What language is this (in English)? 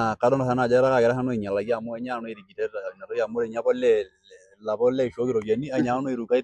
Masai